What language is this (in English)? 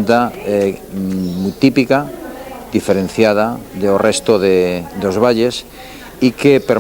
Aragonese